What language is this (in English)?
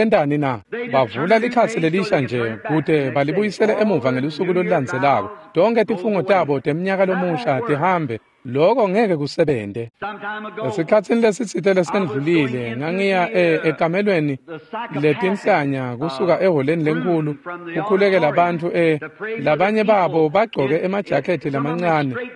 Swati